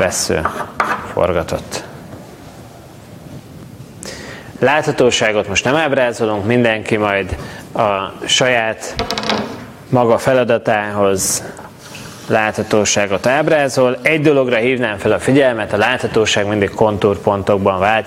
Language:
Hungarian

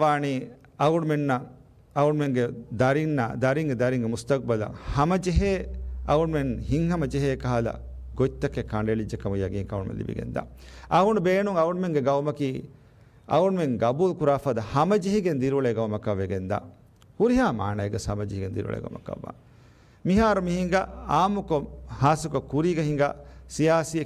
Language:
Divehi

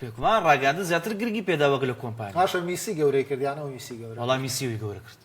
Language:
Central Kurdish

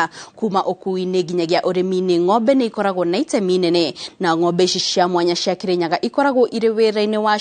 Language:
Kikuyu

